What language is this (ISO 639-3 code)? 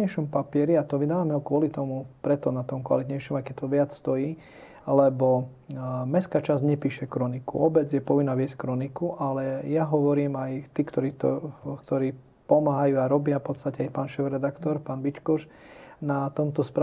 slk